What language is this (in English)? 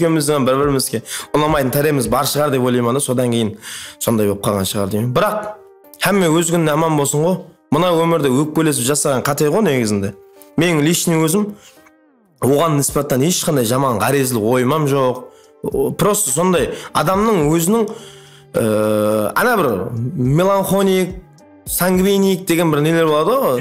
Kara-Kalpak